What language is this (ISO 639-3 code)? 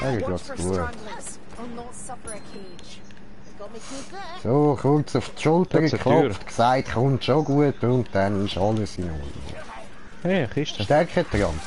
gsw